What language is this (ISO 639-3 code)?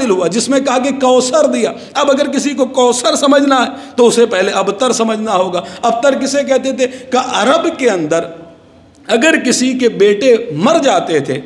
urd